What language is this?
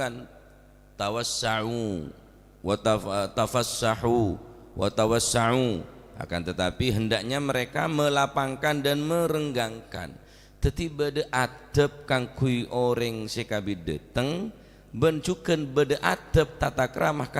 Madurese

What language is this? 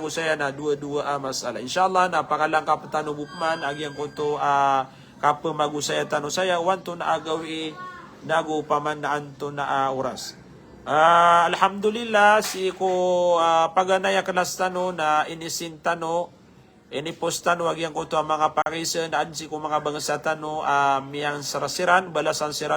Maranao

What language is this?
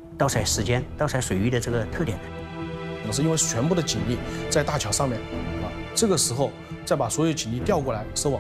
Chinese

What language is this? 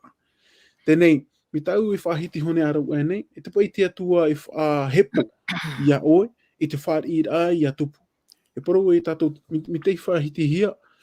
Tahitian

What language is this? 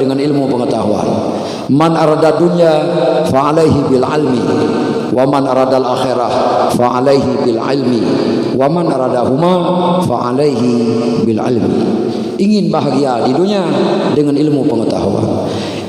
Achinese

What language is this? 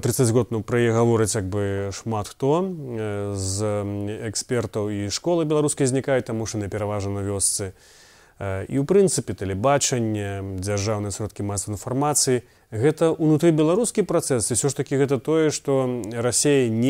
Belarusian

